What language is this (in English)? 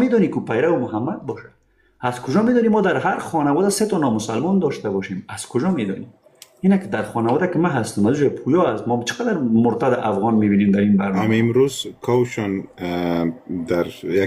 Persian